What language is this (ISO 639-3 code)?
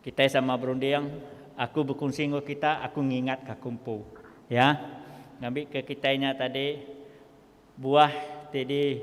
iba